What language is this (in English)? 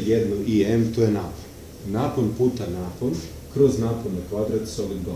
Serbian